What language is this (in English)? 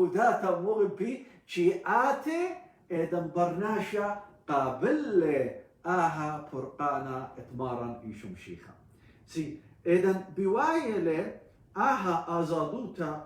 Assyrian Neo-Aramaic